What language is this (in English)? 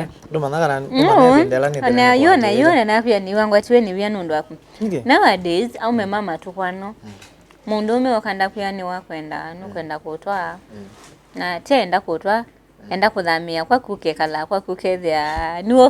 Kamba